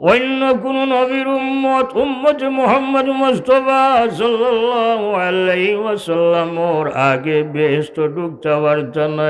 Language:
Sylheti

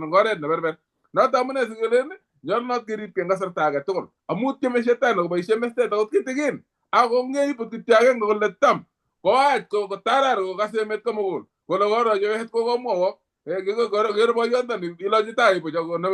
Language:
Kalenjin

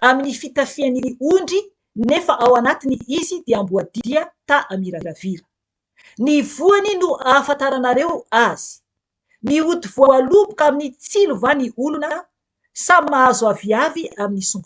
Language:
Malagasy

